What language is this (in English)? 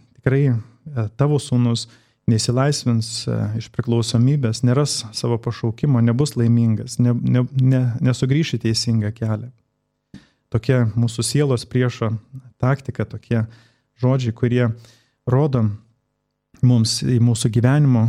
Lithuanian